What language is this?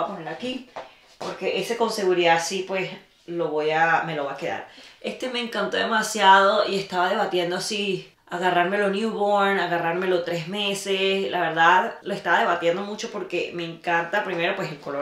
Spanish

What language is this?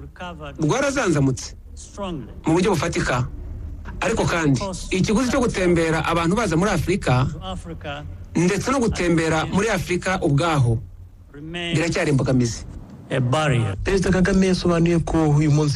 Kinyarwanda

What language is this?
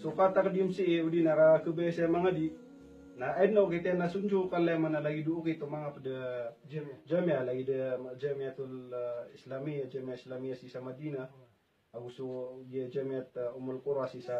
Maranao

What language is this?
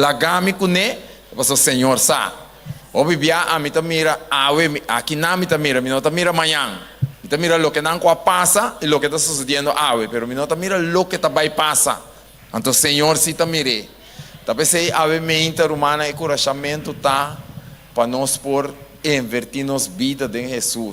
Papiamento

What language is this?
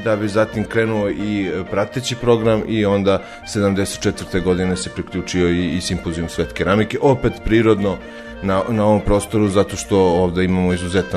Serbian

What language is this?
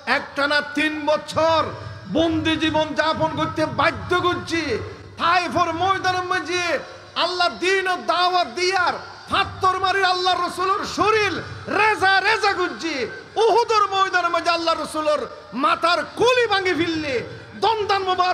Rohingya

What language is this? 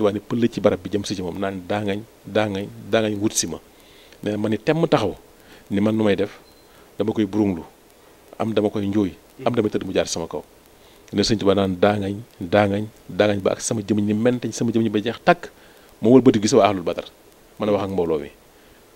Wolof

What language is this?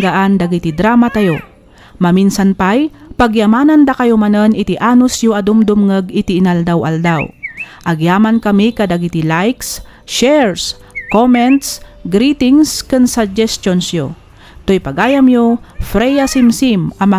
Iloko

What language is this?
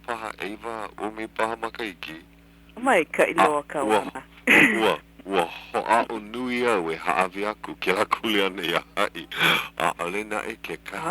Hawaiian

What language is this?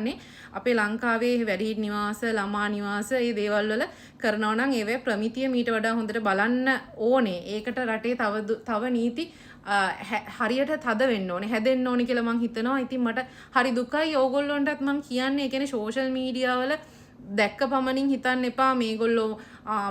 Sinhala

